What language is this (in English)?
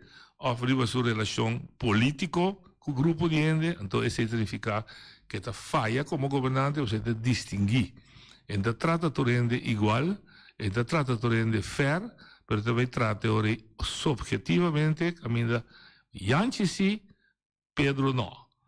Papiamento